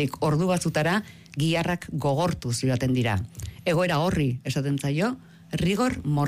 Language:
Basque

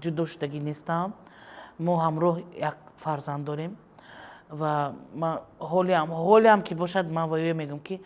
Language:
Tajik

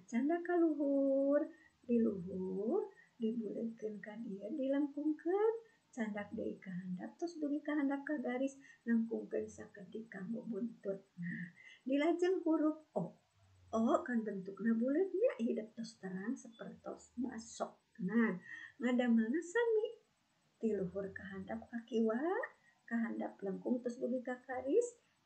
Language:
Sundanese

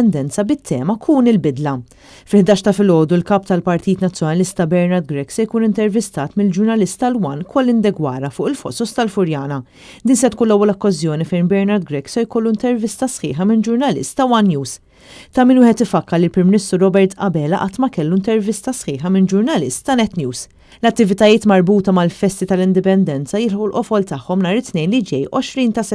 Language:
Maltese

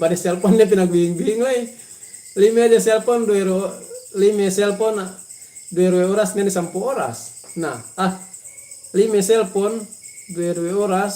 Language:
Yakan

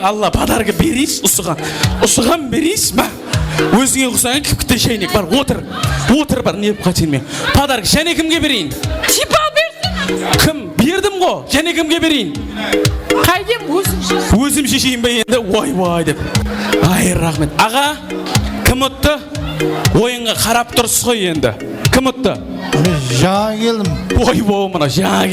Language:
Kara-Kalpak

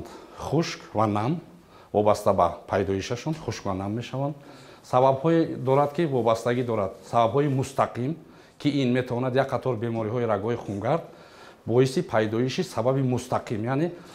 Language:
Tajik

